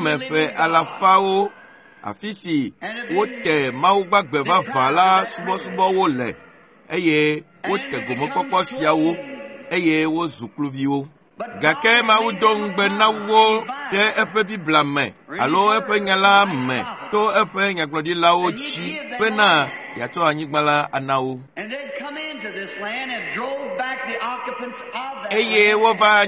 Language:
Ewe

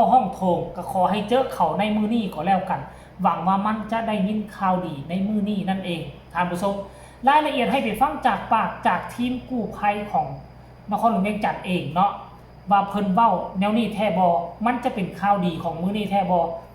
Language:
Northeastern Thai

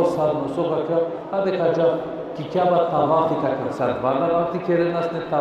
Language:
Balkan Romani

